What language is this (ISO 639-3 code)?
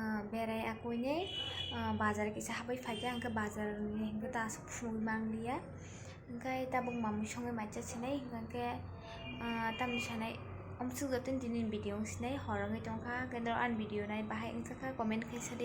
trp